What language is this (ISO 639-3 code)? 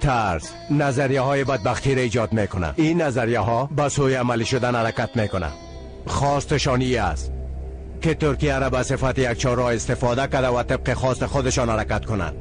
fas